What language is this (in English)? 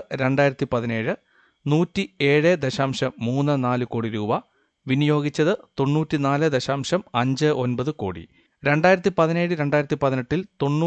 Malayalam